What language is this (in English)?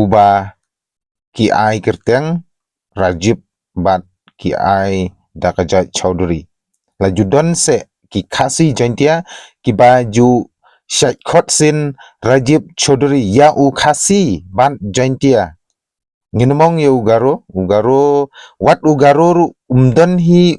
Khasi